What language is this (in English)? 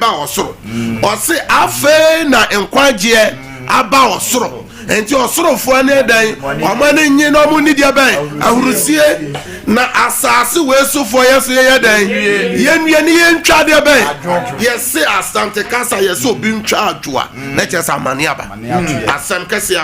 Akan